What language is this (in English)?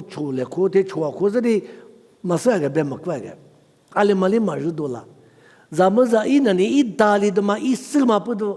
Lisu